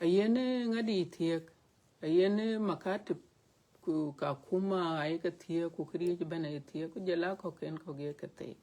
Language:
Dinka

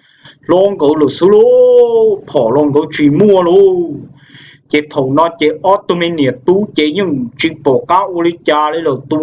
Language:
Hmong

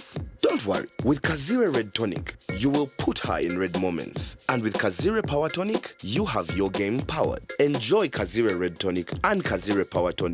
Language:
Nyankole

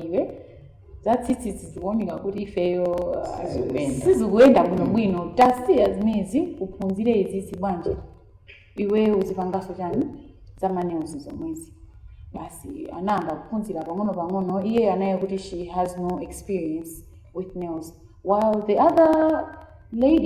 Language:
Nyanja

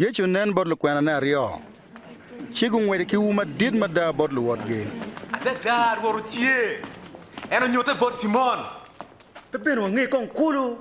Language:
Acoli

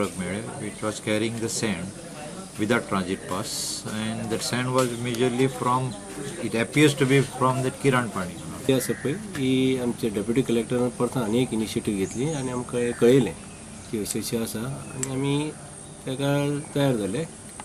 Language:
Konkani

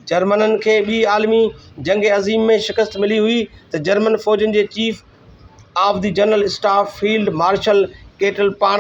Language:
Sindhi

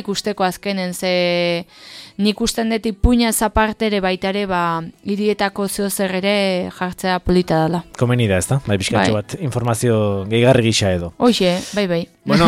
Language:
Basque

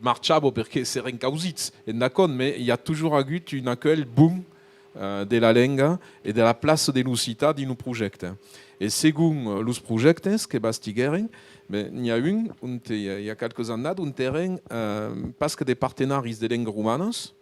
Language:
Occitan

